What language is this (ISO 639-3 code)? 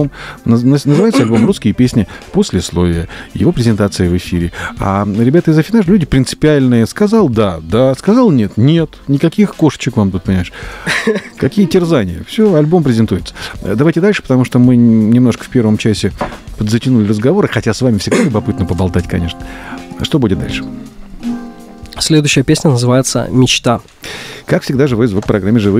rus